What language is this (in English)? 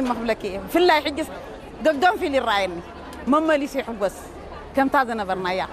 Tigrinya